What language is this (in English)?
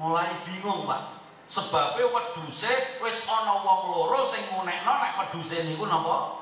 Javanese